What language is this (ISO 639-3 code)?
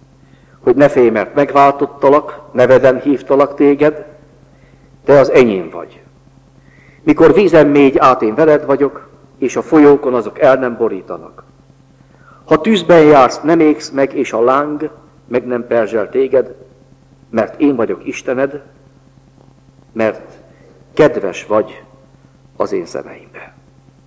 hun